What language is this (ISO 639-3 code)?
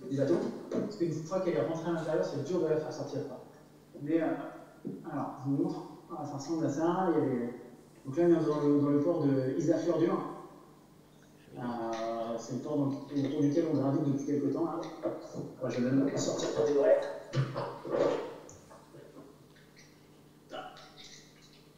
fra